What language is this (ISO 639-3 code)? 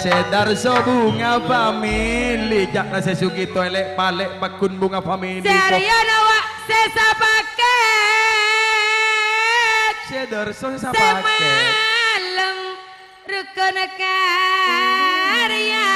mad